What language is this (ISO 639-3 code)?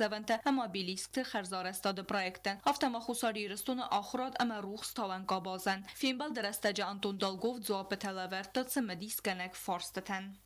oss